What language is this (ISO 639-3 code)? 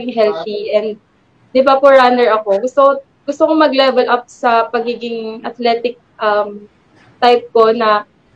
fil